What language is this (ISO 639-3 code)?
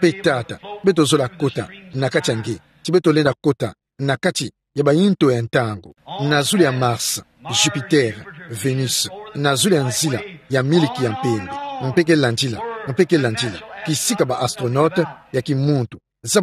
ktu